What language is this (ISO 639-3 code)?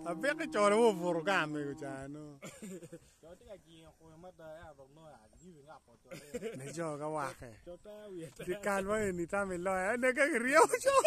ach